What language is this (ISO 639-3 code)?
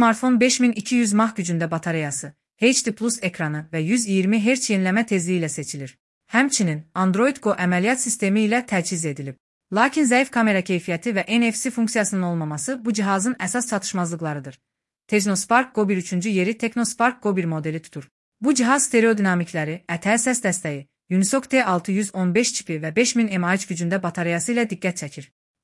aze